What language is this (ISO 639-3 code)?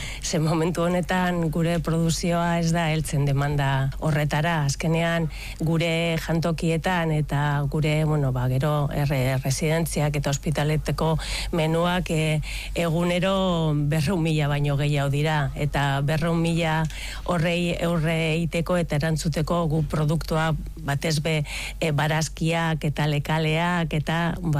eus